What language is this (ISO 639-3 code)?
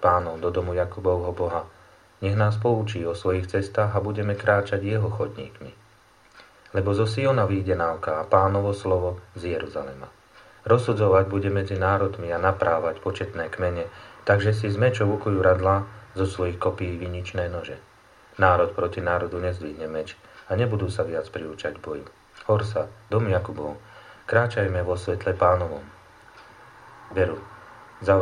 slk